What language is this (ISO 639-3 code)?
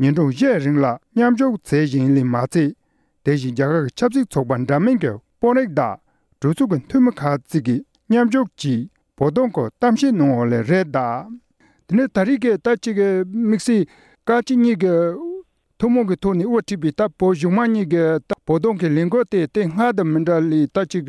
bod